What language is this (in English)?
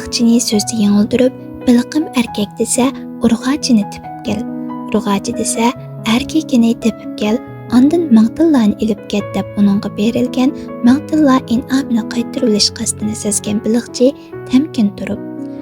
Uyghur